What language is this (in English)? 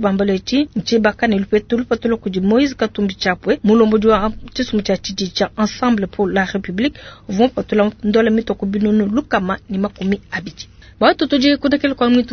Luba-Lulua